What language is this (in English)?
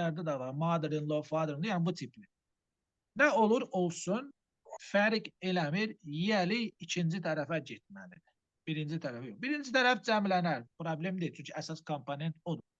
Azerbaijani